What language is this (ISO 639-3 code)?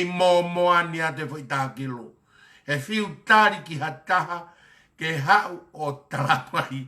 ton